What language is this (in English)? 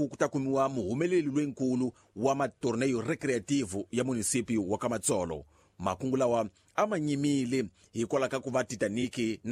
Tsonga